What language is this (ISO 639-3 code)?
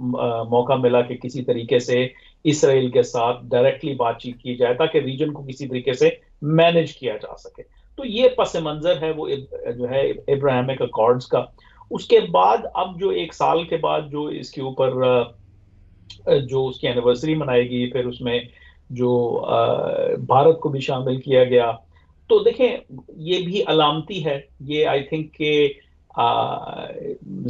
urd